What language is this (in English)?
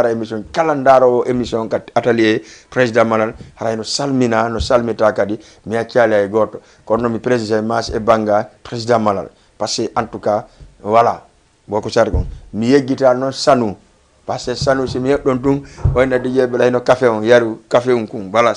Fula